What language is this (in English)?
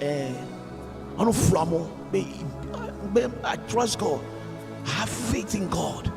Ewe